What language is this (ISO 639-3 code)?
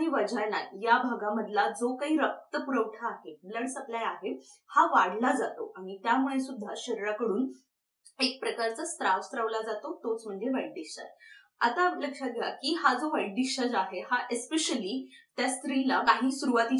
mar